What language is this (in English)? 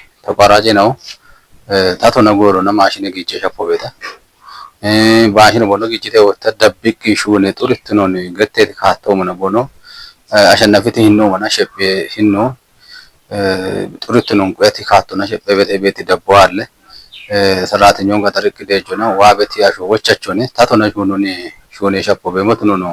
Kafa